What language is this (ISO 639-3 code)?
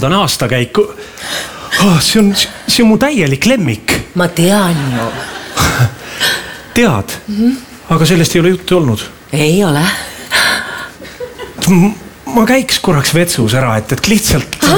est